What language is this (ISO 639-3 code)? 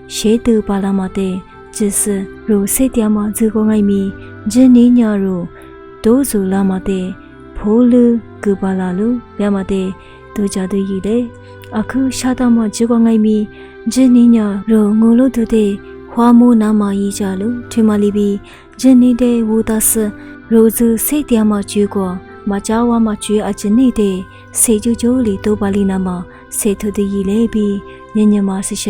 lis